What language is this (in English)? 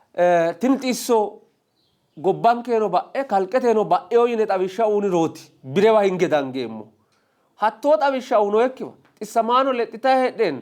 Sidamo